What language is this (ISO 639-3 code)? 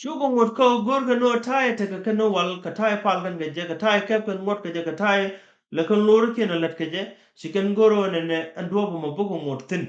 nus